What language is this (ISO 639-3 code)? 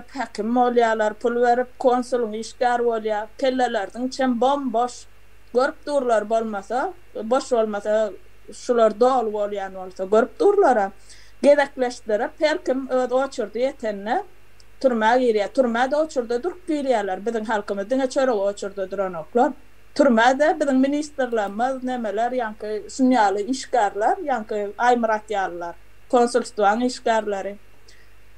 tuk